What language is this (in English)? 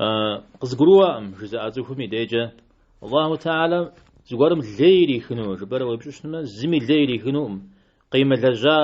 Kabardian